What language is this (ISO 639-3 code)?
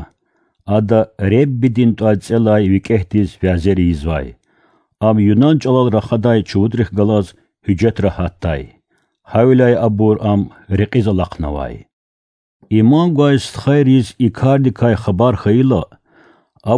lez